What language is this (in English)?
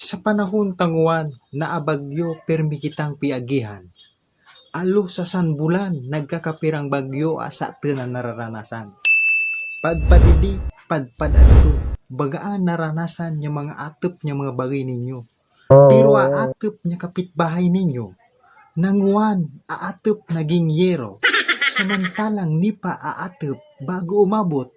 Bikol